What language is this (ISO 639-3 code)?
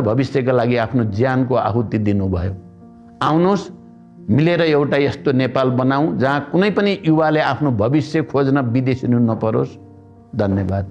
nep